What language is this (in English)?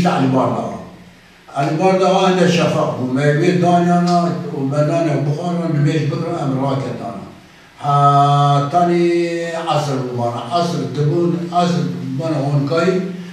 Kurdish